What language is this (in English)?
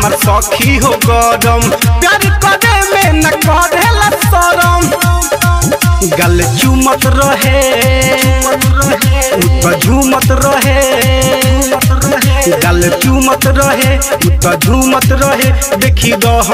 Bhojpuri